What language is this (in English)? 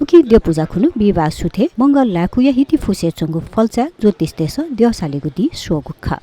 Newari